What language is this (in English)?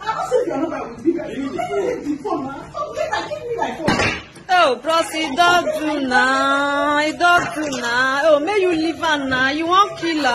Nigerian Pidgin